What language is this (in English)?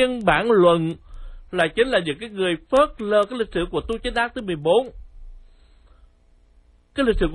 Vietnamese